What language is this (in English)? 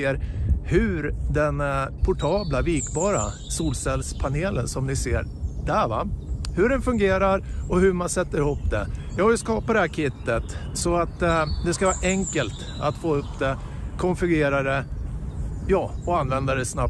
Swedish